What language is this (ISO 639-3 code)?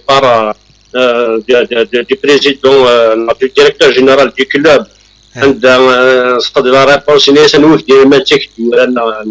kab